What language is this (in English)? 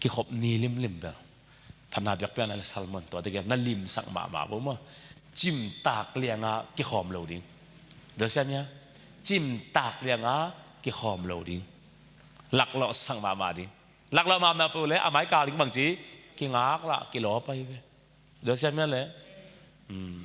Tedim Chin